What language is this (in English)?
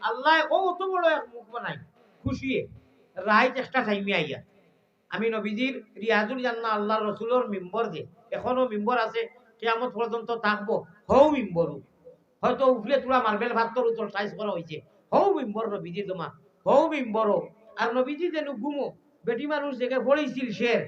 Sylheti